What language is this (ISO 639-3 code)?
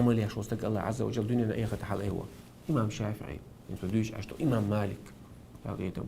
che